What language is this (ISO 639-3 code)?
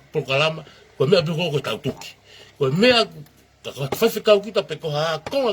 ton